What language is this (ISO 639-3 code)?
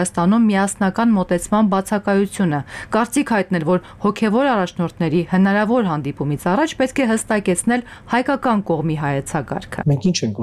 hye